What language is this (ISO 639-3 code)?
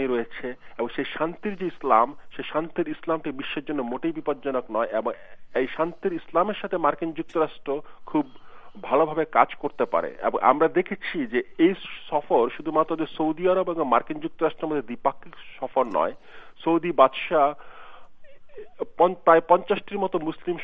ben